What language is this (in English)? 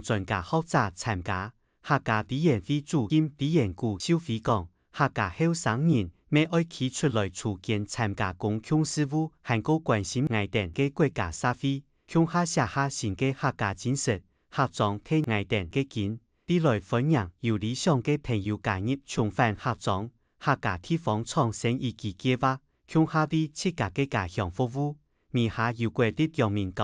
Hakka Chinese